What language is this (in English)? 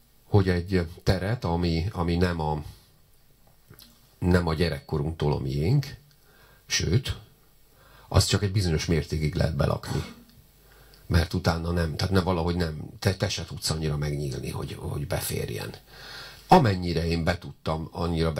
Hungarian